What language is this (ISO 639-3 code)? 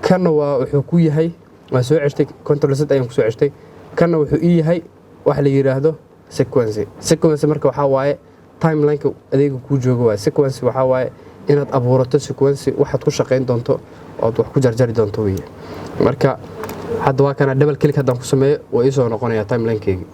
som